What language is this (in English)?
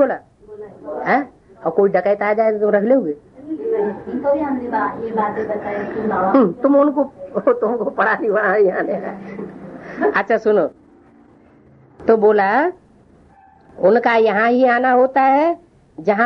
Hindi